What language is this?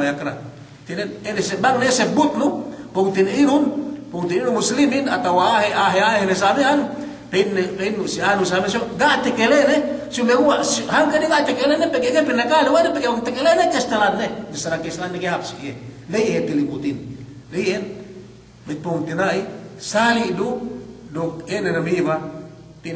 Yakan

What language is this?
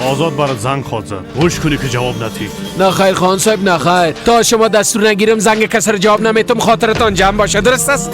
Persian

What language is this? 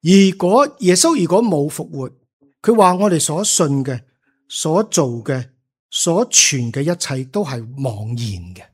Cantonese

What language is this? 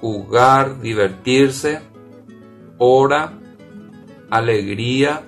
Guarani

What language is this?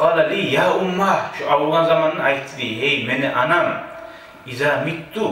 Kumyk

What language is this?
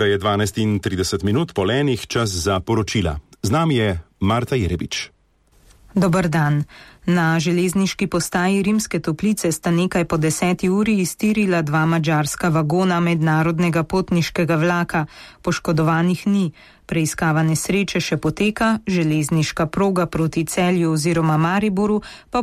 Slovenian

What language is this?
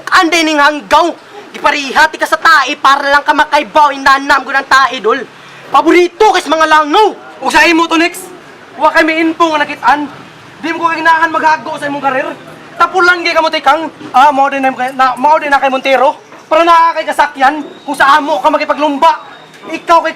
Cebuano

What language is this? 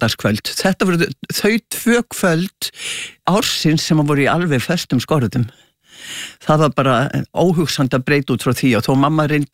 Icelandic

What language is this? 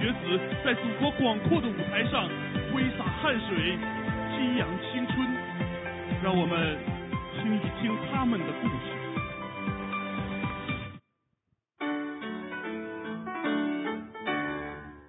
Chinese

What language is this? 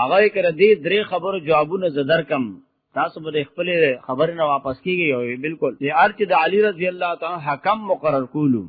Pashto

